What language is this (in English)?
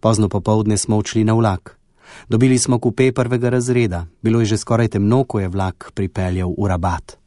Slovenian